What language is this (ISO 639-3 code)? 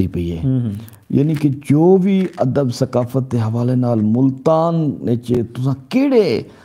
skr